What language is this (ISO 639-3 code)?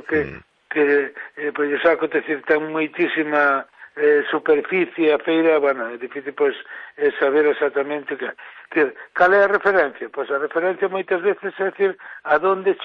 glg